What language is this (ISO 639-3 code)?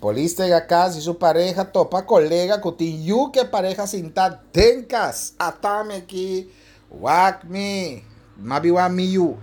pap